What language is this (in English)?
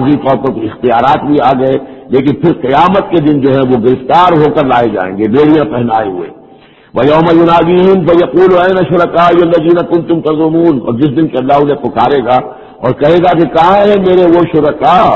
Urdu